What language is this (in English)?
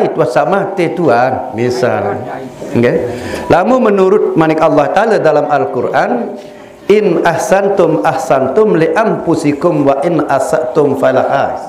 Sasak